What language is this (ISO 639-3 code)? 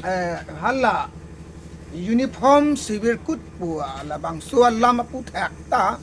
mjw